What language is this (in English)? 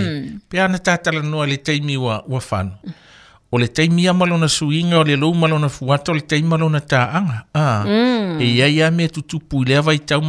Samoan